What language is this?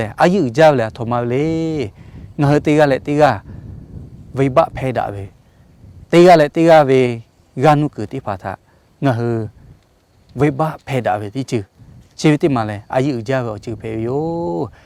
Lahu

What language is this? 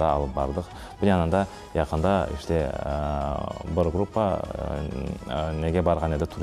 Crimean Tatar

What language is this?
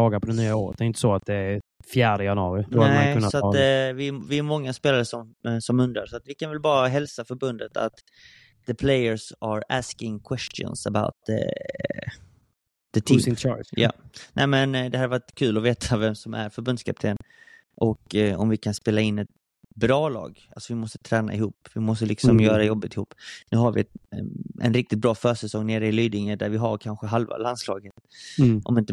Swedish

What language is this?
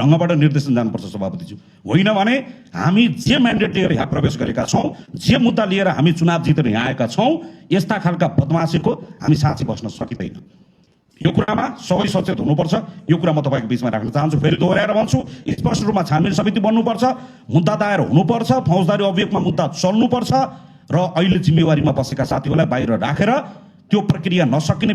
Nepali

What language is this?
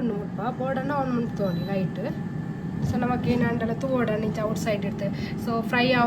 Tulu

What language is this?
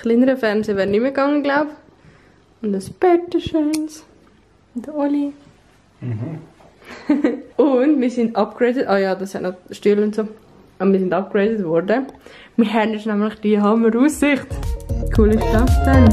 Swiss German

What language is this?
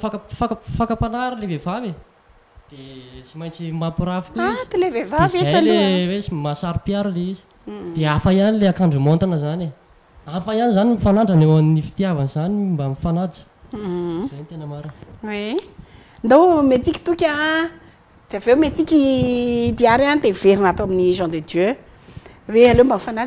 Malagasy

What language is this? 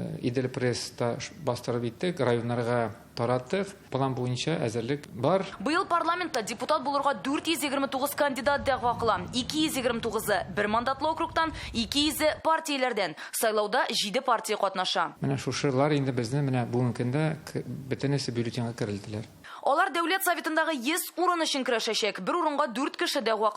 Tatar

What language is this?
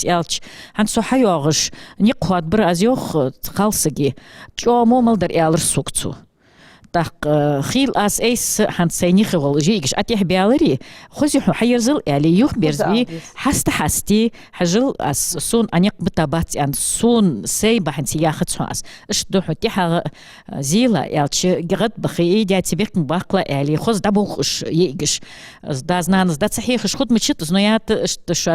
Ingush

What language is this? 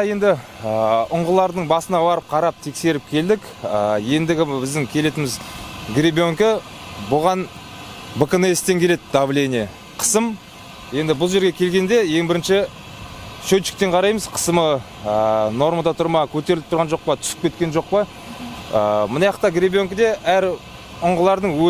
Kazakh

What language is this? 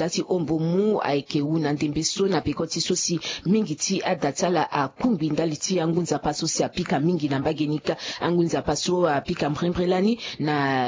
Sango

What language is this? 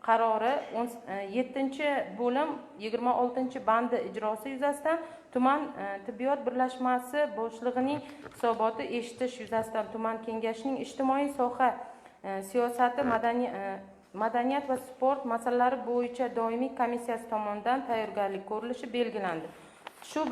Uzbek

